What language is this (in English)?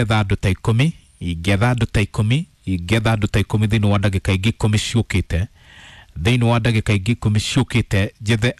Kikuyu